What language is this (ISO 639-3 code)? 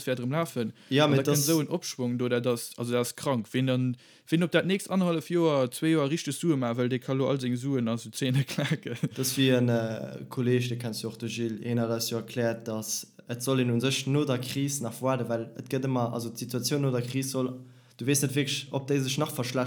ltz